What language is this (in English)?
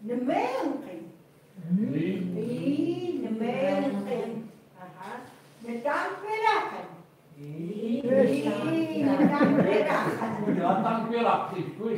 Chukot